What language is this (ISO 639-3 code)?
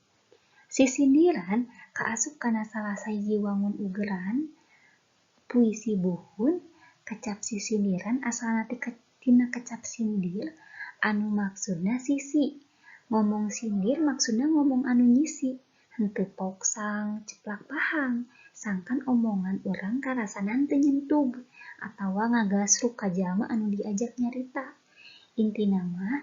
sun